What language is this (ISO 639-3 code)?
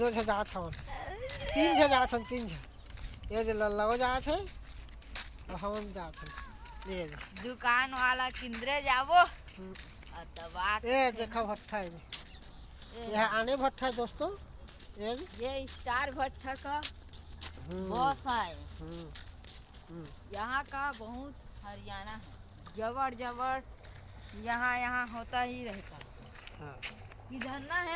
hne